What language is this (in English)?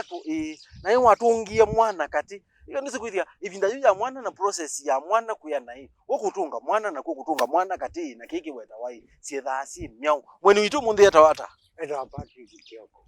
Kamba